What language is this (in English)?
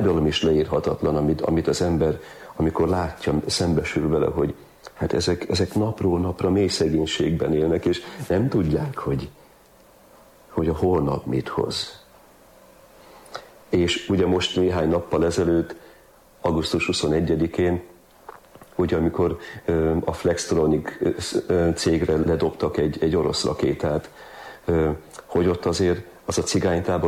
Hungarian